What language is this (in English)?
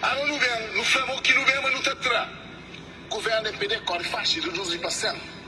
Kabuverdianu